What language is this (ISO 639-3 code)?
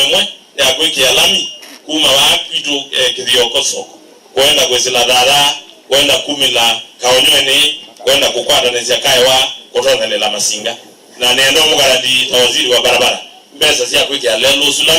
kam